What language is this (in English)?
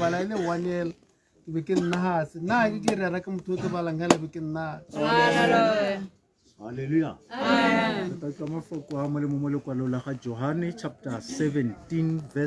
Tswana